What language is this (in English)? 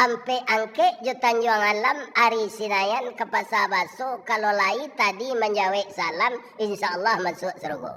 Minangkabau